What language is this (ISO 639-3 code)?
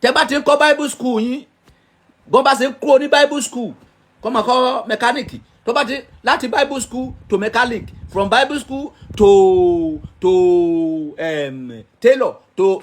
yor